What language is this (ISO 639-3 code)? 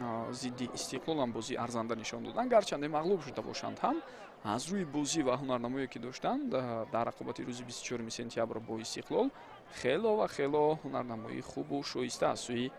tgk